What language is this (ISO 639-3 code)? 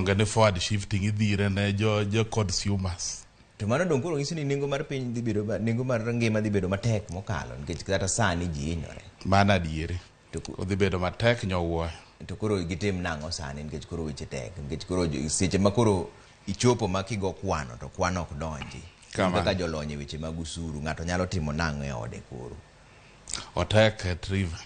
luo